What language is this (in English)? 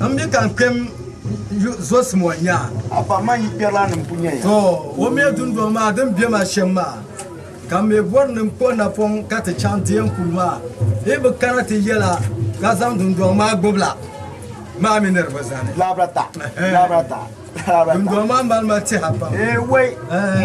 Dagbani